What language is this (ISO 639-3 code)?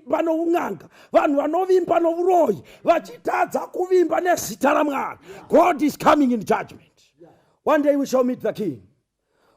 sna